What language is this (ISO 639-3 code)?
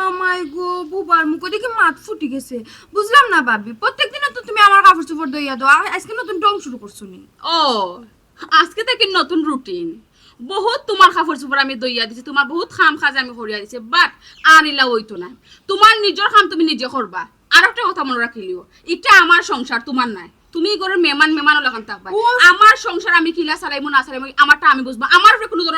syl